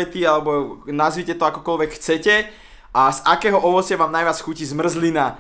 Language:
Slovak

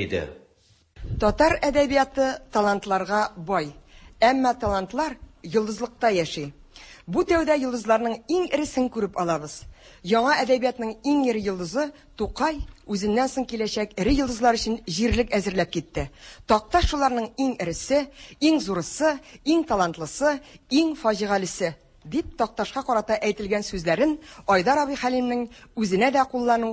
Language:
Tatar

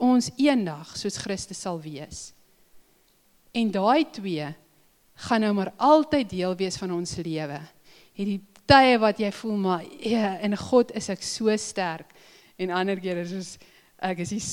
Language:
Afrikaans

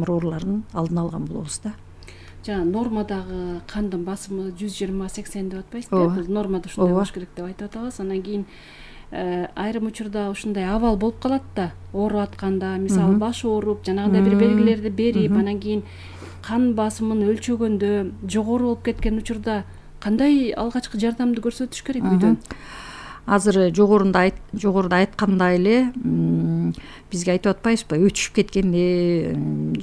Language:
Kyrgyz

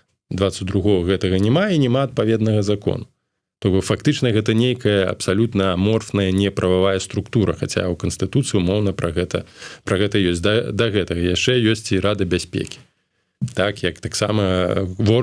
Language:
Belarusian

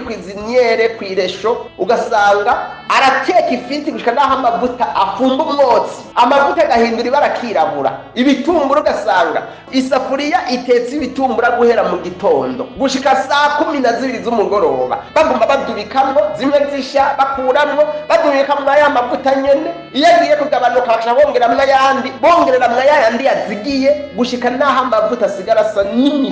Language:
Rundi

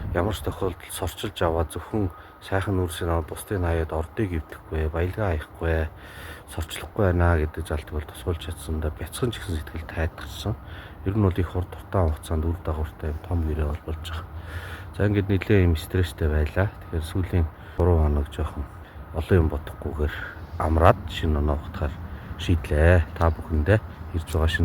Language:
Mongolian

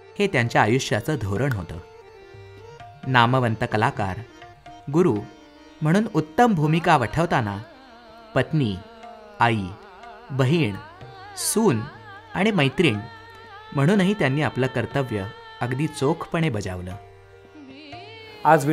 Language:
Marathi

